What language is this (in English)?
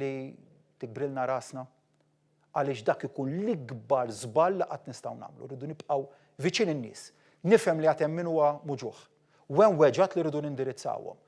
Maltese